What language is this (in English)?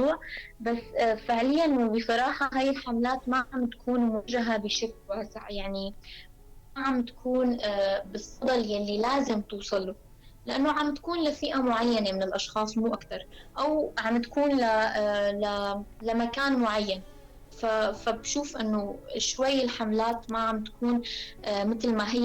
North Levantine Arabic